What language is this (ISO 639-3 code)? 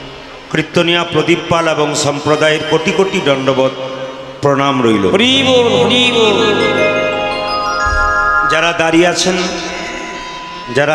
ben